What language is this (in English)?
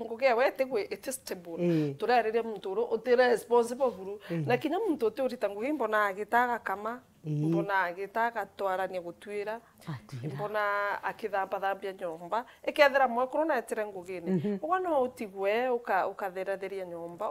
Meru